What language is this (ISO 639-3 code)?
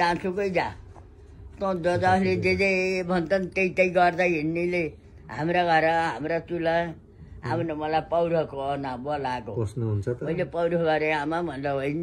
nep